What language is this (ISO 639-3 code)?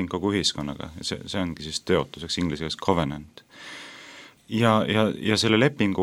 est